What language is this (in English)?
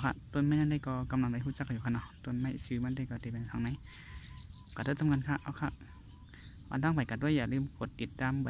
Shan